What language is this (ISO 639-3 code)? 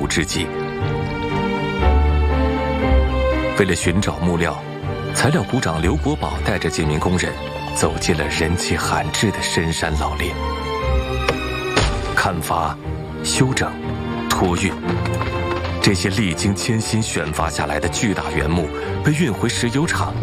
zho